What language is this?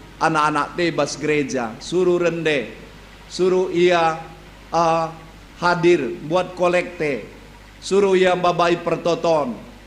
Batak Karo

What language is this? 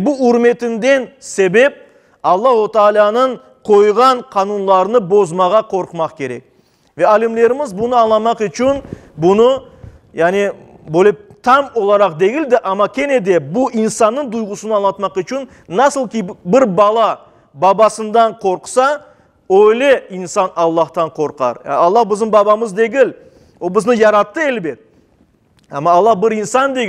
Crimean Tatar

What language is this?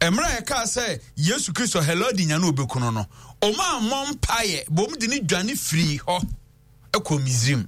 Akan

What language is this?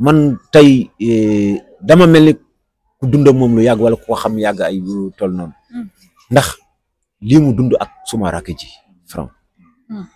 Wolof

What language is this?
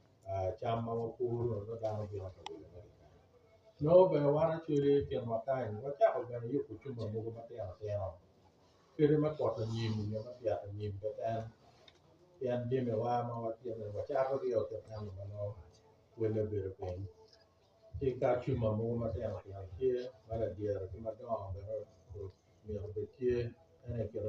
Acoli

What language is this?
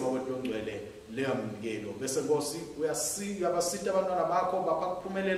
Swati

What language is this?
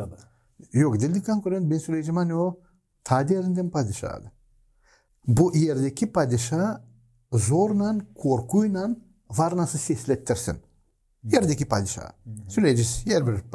Gagauz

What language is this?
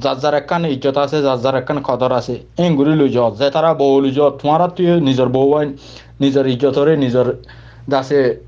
Rohingya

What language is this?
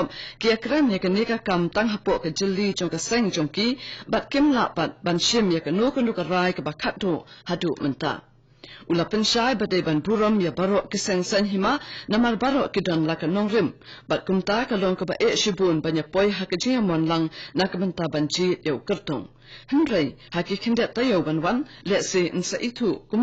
Khasi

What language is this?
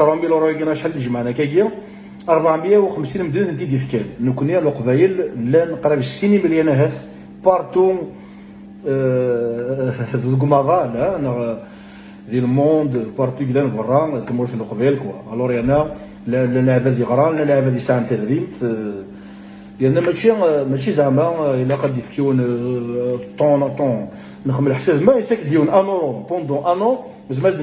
Kabyle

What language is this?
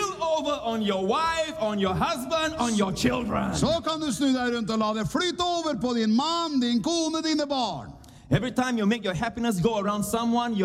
Norwegian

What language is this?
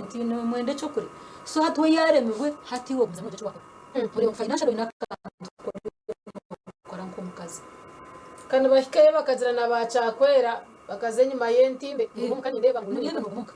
Nyankole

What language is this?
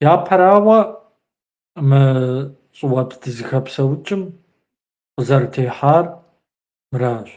Kabardian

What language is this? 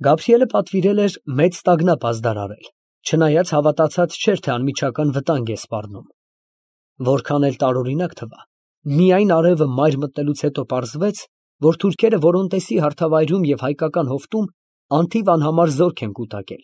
Armenian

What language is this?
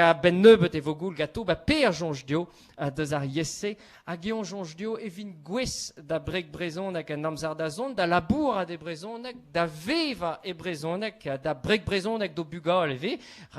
Breton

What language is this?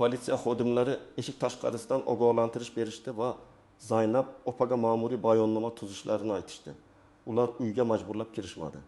Uzbek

